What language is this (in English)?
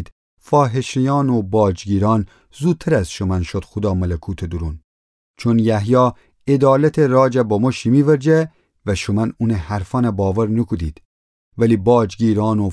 Gilaki